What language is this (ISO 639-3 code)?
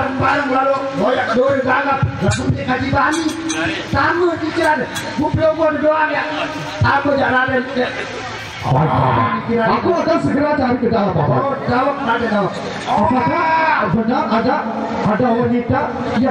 sas